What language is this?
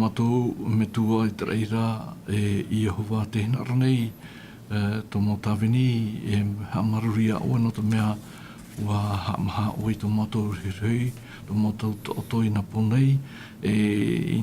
Tahitian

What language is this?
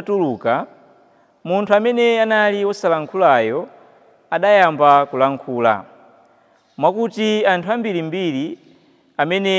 Nyanja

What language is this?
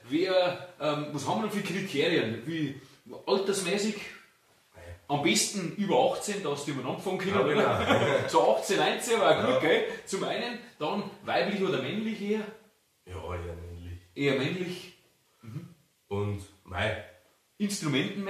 Bavarian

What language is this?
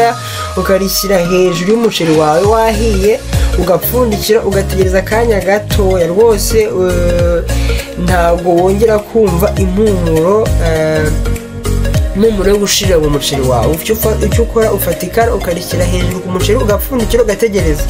Kinyarwanda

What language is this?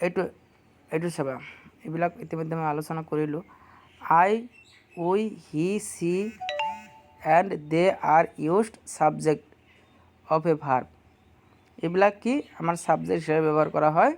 Assamese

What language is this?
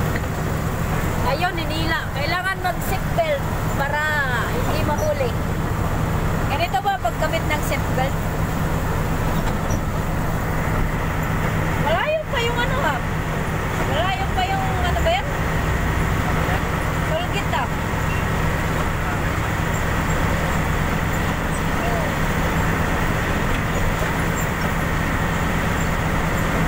Filipino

